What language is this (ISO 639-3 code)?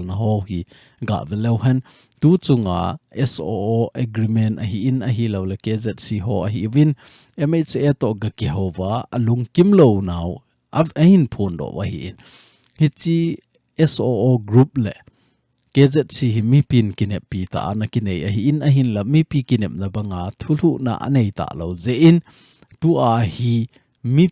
tcz